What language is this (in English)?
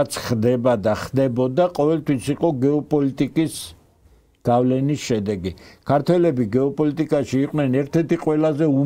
Georgian